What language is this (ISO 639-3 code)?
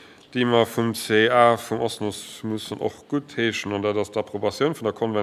ltz